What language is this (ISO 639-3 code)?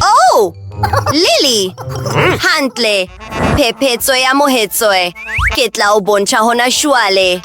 sot